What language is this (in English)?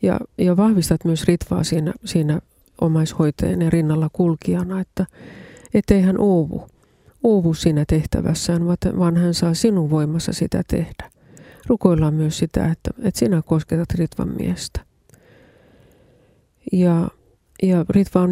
Finnish